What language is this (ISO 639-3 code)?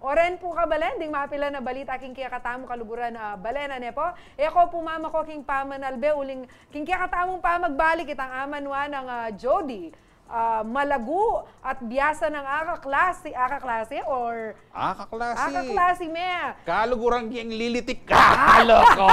pam